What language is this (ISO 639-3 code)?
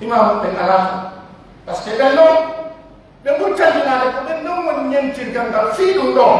fuf